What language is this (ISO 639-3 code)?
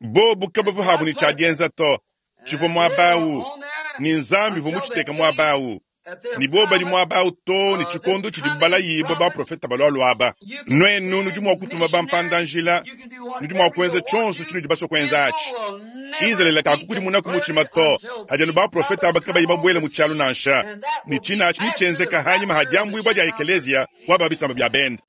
lua